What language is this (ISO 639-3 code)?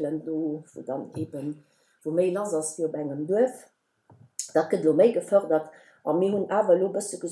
ltz